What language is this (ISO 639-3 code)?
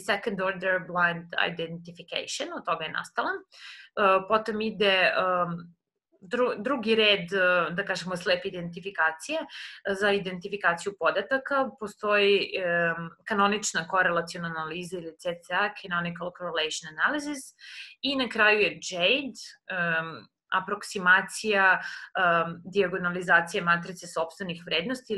srp